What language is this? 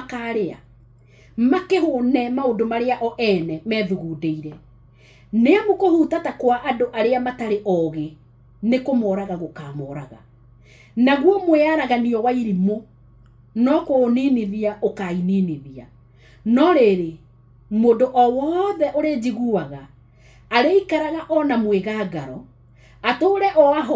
Kikuyu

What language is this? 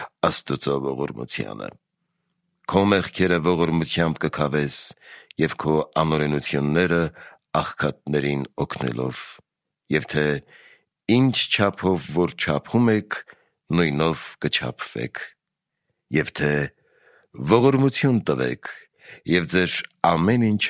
Armenian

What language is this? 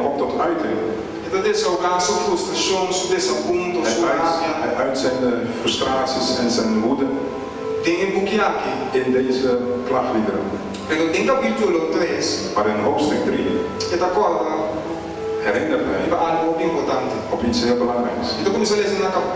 Papiamento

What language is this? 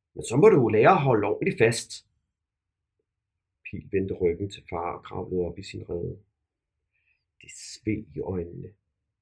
Danish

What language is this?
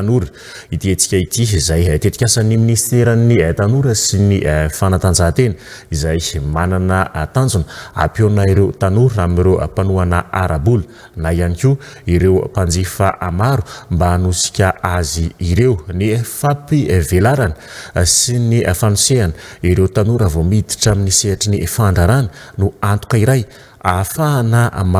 Malagasy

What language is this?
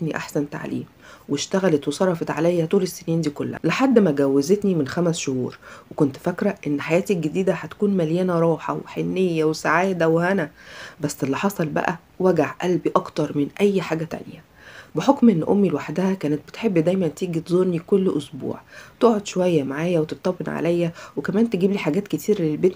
Egyptian Arabic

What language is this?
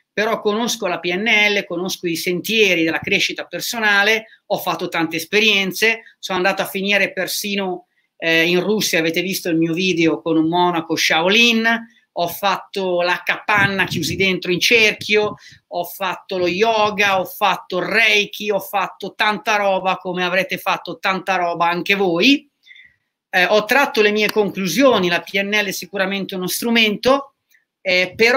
Italian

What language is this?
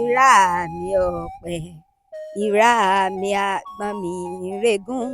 Yoruba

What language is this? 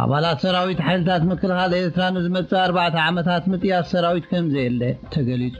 Tigrinya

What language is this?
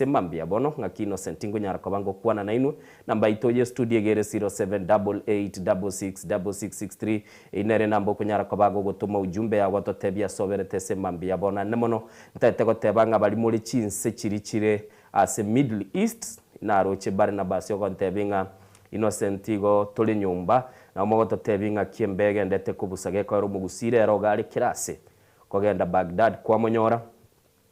Gusii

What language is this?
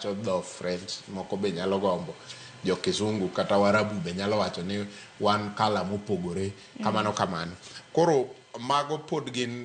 Luo (Kenya and Tanzania)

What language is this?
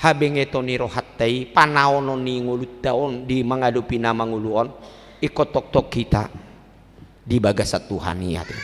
Batak Toba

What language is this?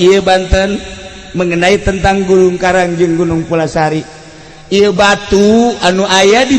Sundanese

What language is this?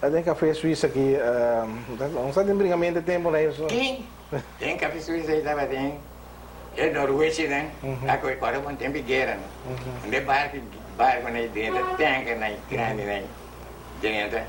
Papiamento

